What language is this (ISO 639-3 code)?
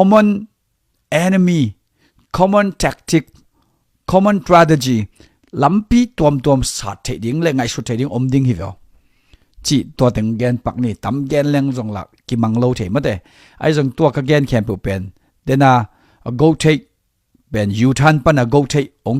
ctd